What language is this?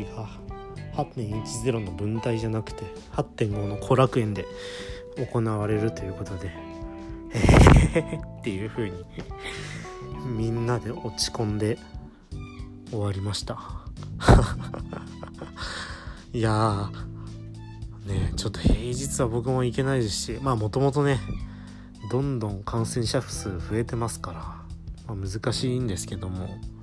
Japanese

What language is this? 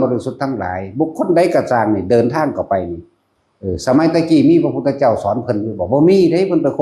Northeastern Thai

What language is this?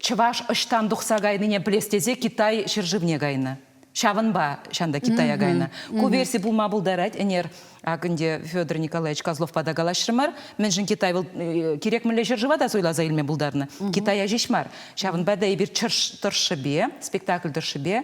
Chuvash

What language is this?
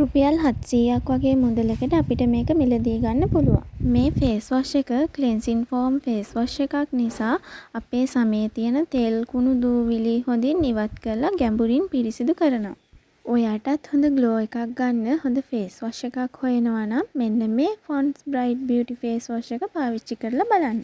Sinhala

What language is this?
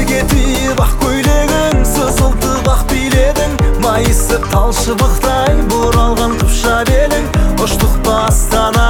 Kazakh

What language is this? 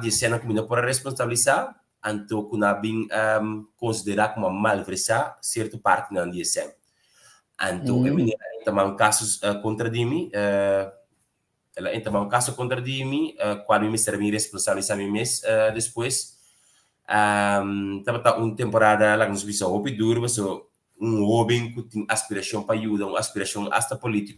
Papiamento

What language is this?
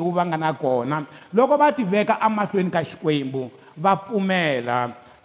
Tsonga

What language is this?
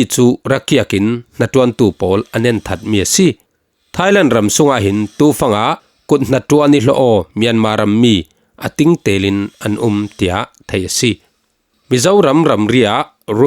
Falam Chin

